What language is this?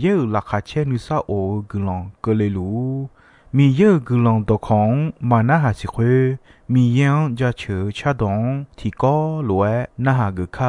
Akha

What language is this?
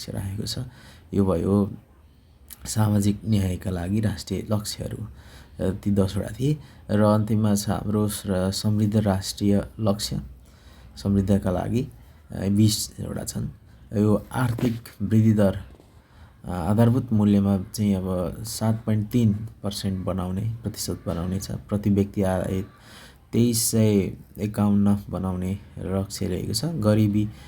Nepali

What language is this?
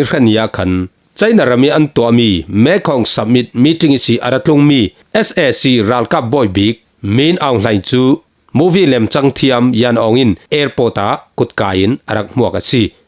Falam Chin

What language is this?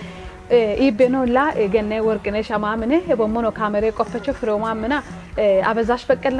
Kafa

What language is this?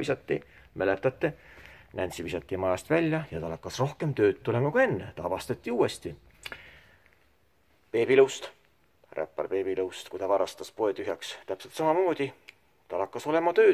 Estonian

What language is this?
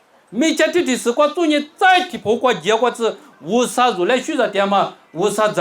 Lisu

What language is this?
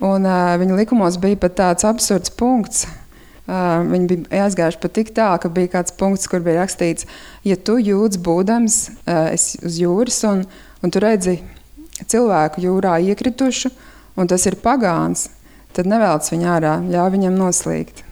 Latvian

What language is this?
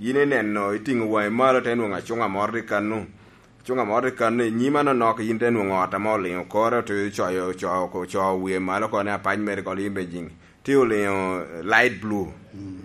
Lango (Uganda)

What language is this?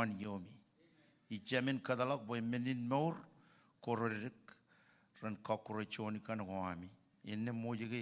Marshallese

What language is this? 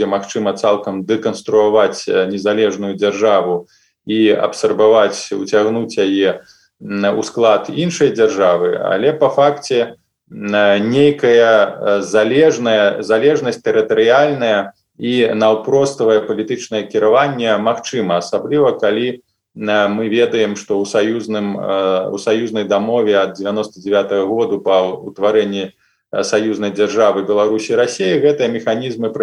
Belarusian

